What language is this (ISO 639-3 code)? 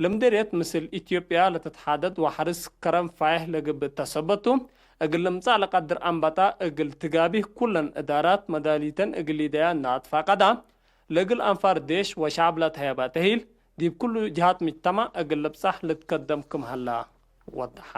tig